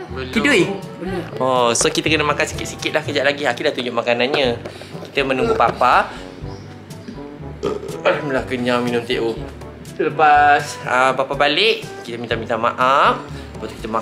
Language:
Malay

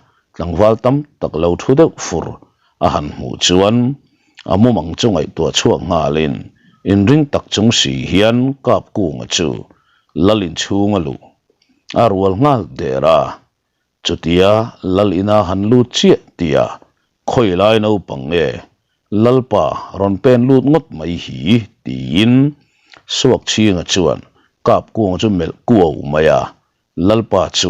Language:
Mizo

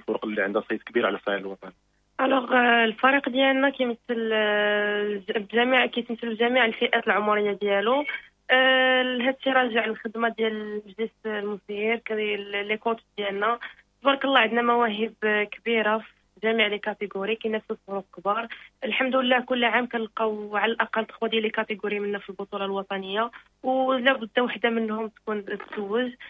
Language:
Moroccan Arabic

